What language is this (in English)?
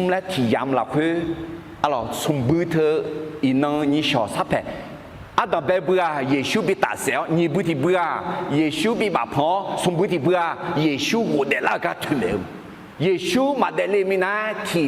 Akha